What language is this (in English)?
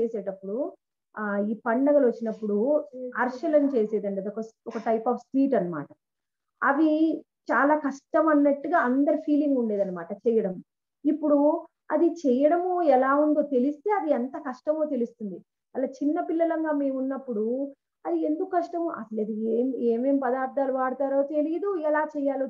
Telugu